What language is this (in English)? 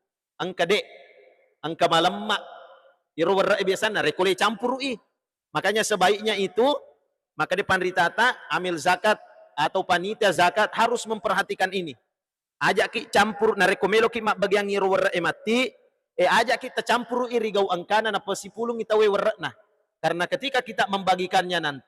Buginese